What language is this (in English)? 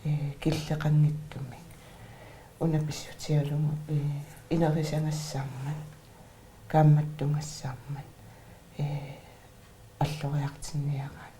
Kalaallisut